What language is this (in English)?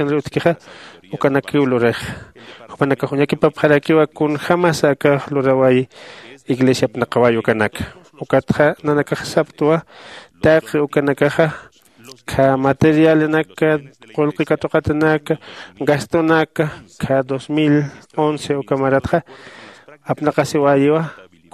Aymara